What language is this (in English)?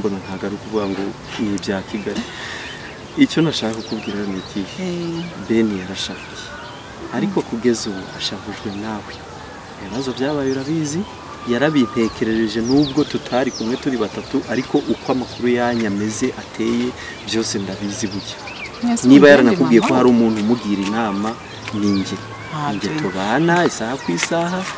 Kinyarwanda